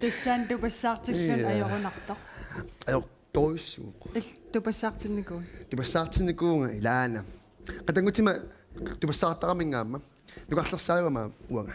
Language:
Kalaallisut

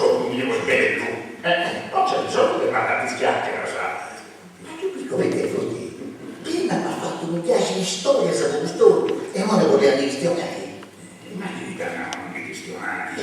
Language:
Sardinian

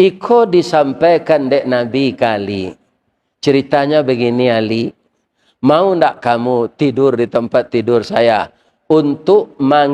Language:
Minangkabau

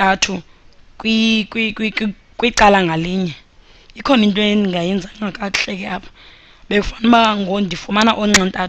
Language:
Xhosa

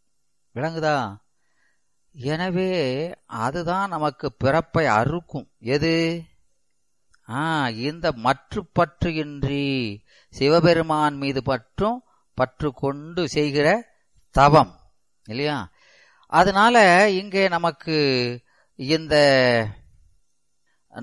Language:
Tamil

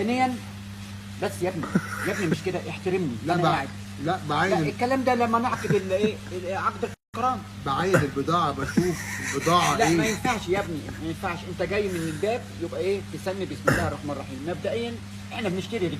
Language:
Egyptian Arabic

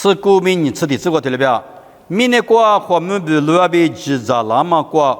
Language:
Lisu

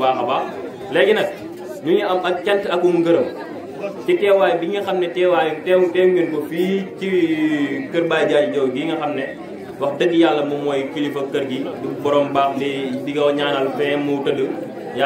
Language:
Wolof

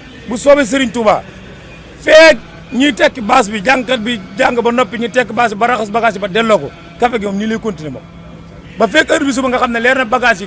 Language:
Wolof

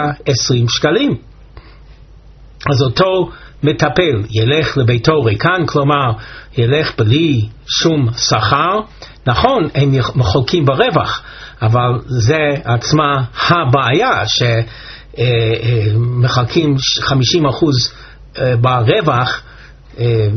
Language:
Hebrew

